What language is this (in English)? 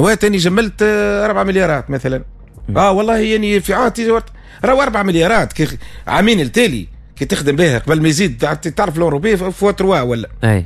Tunisian Arabic